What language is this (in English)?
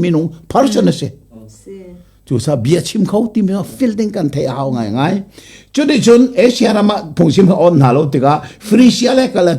Hakha Chin